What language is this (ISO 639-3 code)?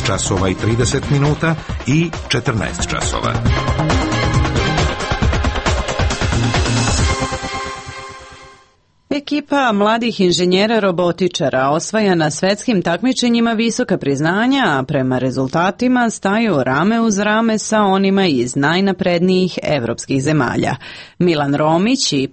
srp